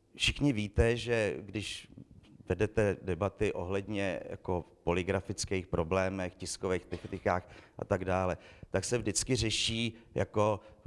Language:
Czech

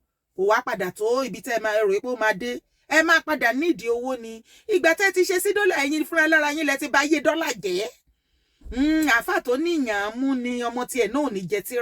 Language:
Yoruba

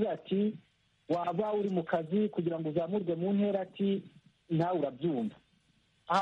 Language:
Kinyarwanda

